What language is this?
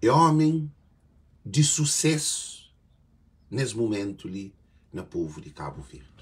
Kabuverdianu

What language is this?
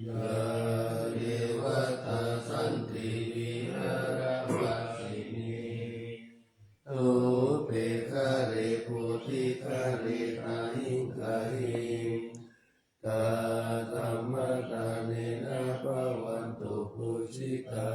Pali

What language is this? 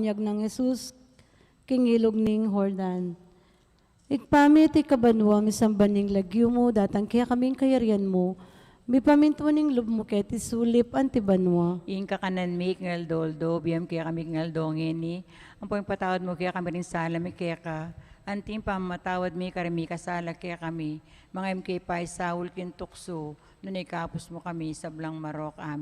Pampanga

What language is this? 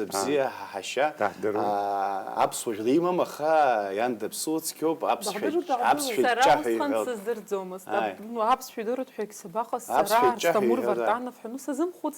Abkhazian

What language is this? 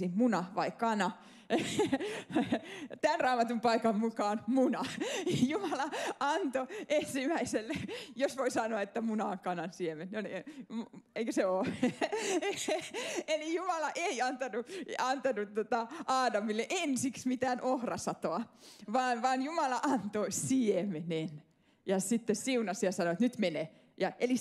Finnish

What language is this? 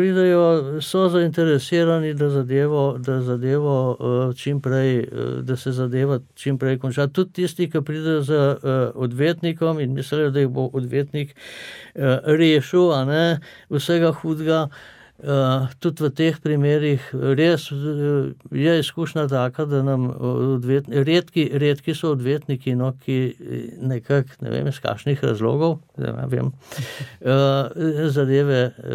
Slovenian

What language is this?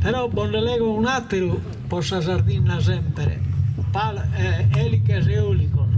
Sardinian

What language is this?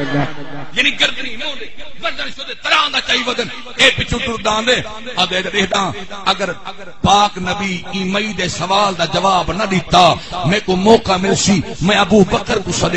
Saraiki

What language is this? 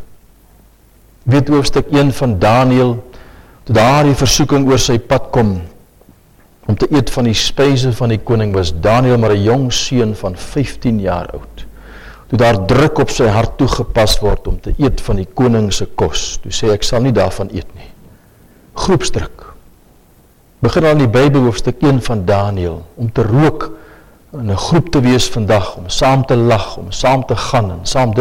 Afrikaans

